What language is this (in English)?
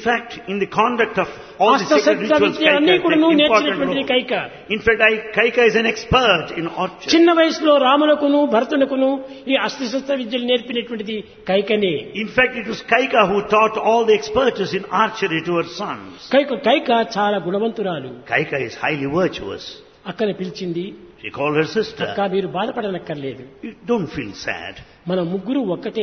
Telugu